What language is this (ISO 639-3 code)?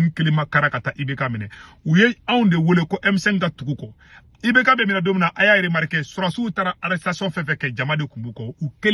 bam